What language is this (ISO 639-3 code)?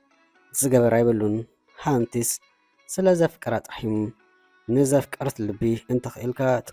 tir